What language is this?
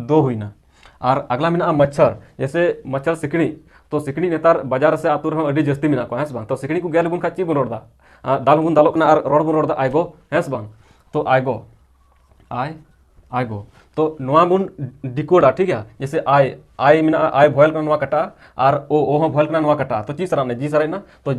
Santali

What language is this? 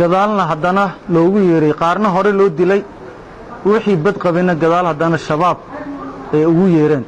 Somali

